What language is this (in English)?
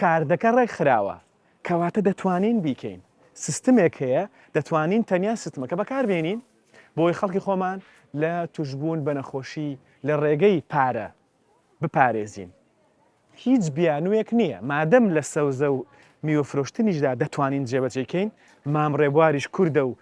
Central Kurdish